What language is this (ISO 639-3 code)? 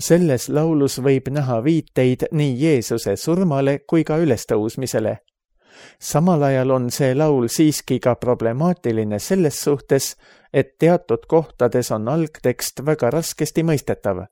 est